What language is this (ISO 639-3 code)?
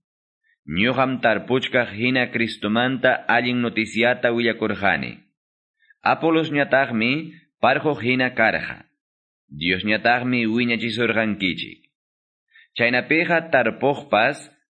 que